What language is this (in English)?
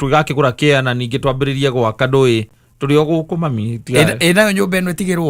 Kikuyu